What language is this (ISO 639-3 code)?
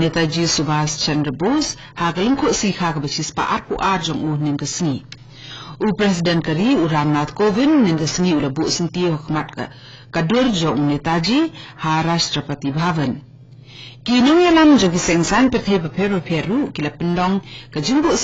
kha